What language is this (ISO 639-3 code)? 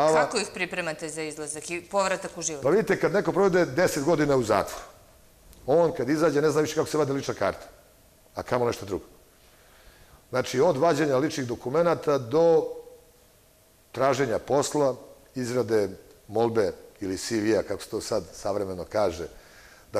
srp